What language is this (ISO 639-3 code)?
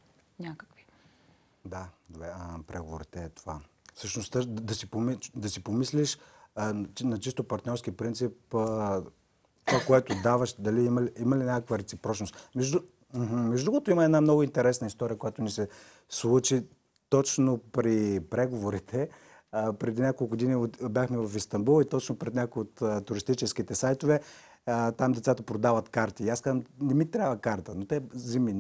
bul